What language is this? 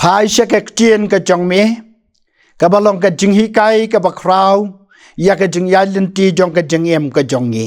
Khasi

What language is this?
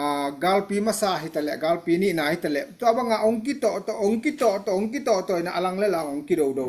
Tedim Chin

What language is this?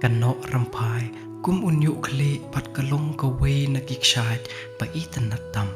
Khasi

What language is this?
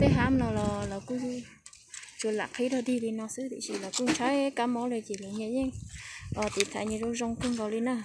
Hmong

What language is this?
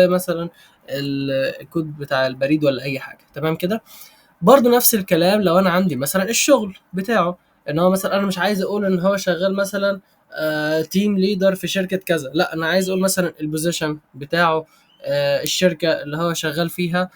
Egyptian Arabic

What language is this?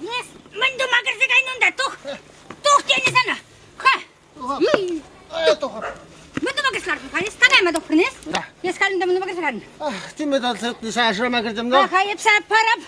Chuvash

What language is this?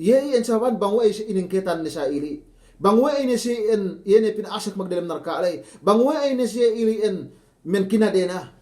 Yakan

